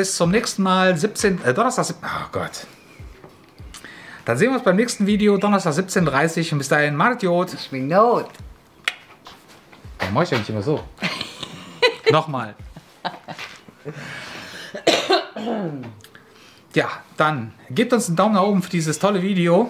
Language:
German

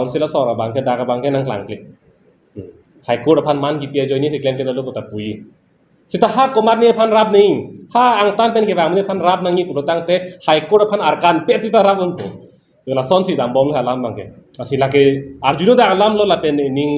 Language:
Karbi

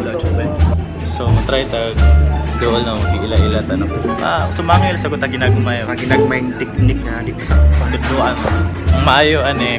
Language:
Cebuano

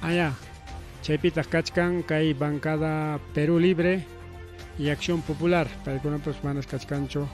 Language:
Ayacucho Quechua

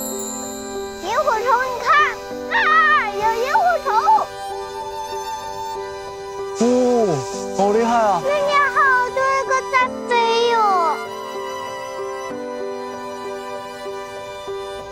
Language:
Chinese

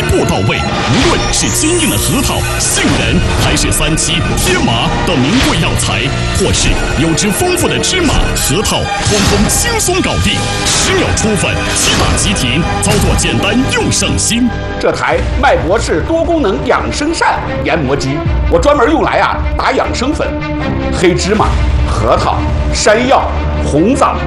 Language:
Chinese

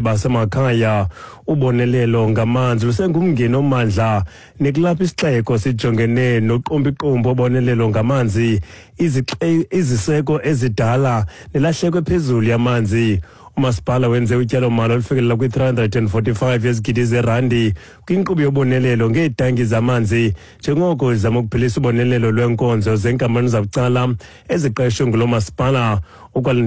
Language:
Xhosa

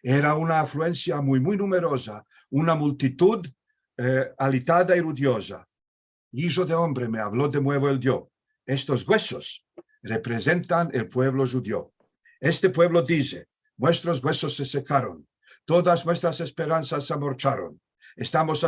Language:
Ladino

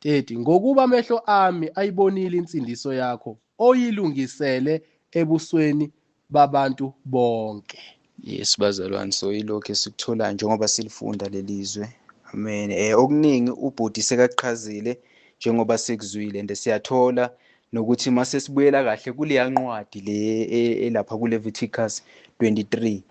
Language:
Zulu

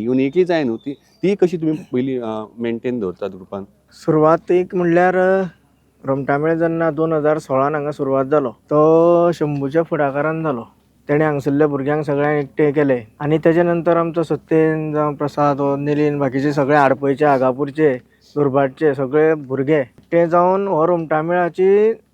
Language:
Konkani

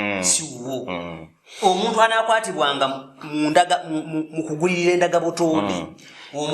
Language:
Ganda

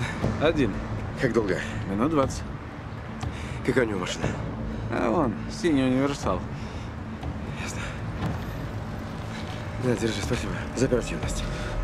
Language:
Russian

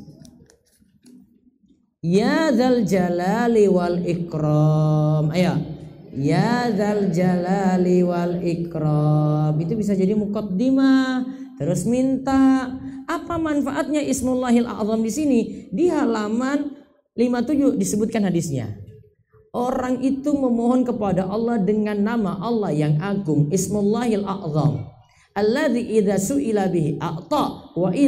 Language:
Indonesian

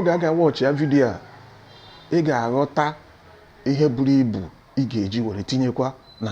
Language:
Igbo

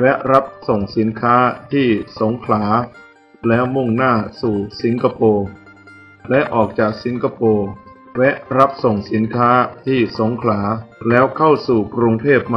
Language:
Thai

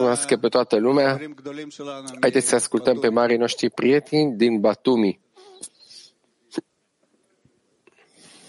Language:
Romanian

